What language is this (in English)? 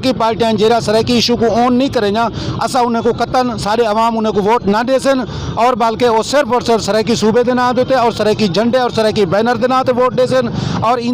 Saraiki